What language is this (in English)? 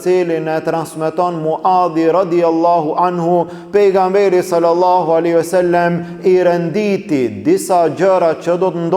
Albanian